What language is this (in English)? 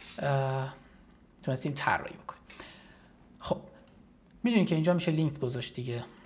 Persian